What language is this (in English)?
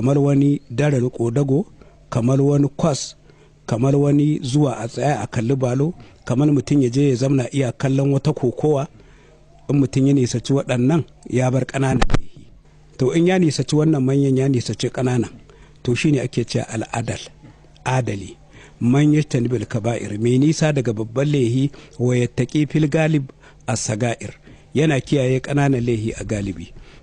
Hausa